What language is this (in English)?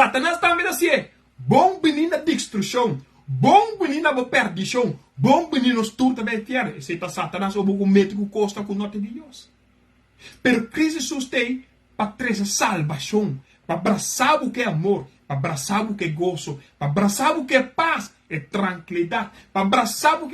Papiamento